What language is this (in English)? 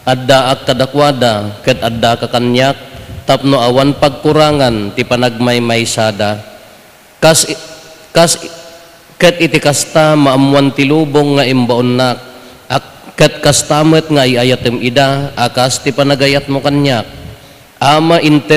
Iloko